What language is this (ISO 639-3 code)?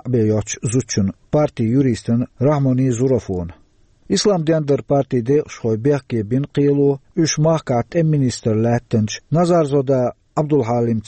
che